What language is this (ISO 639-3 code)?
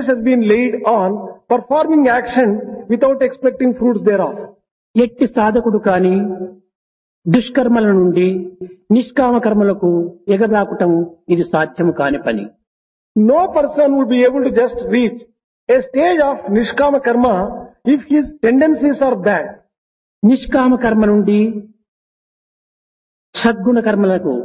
tel